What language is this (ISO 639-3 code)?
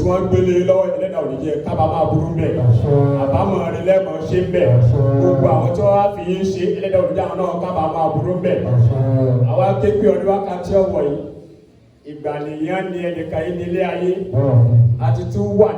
yor